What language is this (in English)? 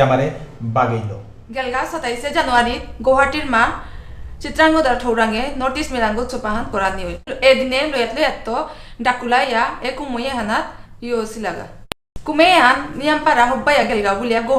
Bishnupriya